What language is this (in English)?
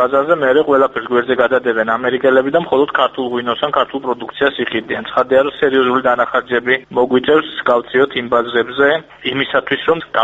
Georgian